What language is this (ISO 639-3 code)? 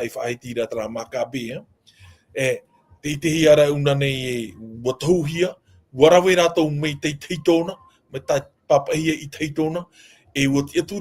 tah